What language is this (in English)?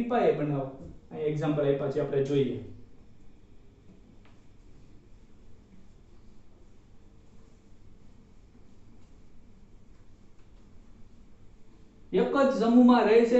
Gujarati